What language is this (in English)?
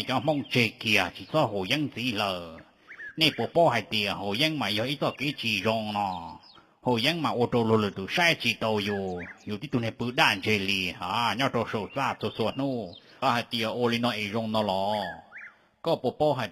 Hmong